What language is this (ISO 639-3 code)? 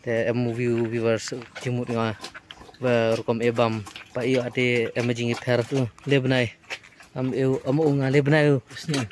kha